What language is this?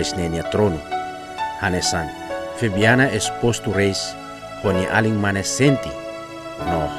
Tetum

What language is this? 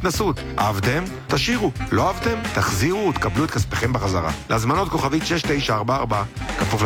Hebrew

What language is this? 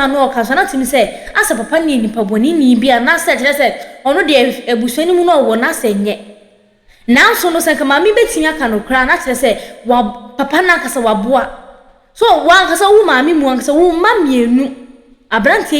Akan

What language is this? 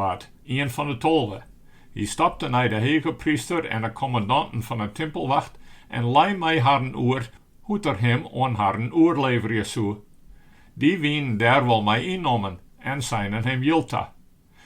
Western Frisian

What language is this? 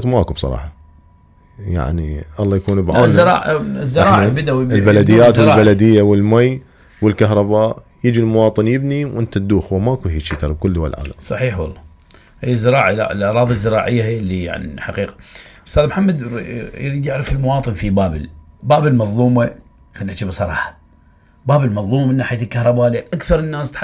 Mesopotamian Arabic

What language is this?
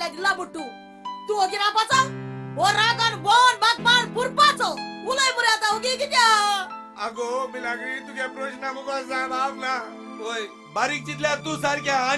Konkani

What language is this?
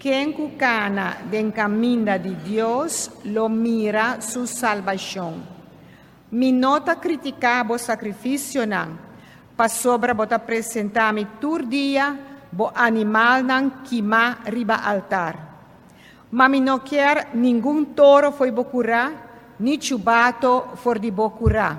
Papiamento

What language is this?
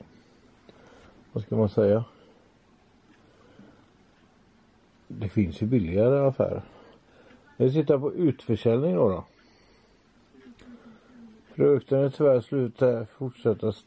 Swedish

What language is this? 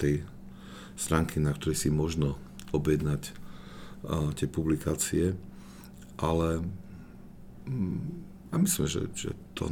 Slovak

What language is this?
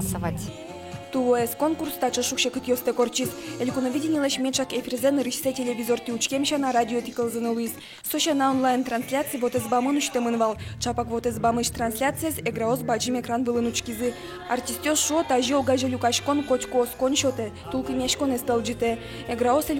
Udmurt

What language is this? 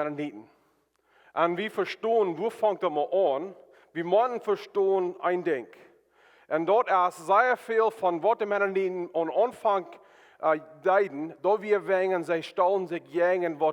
Plautdietsch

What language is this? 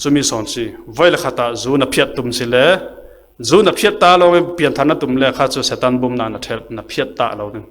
Falam Chin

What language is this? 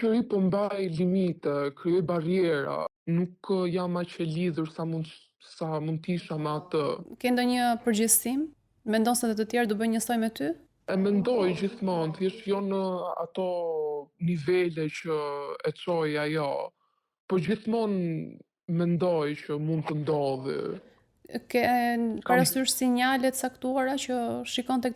Albanian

